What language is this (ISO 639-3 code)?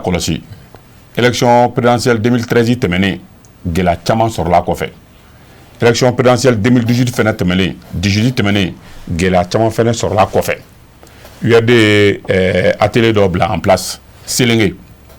bam